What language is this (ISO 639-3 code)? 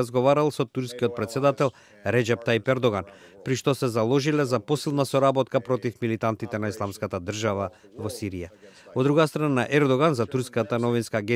mkd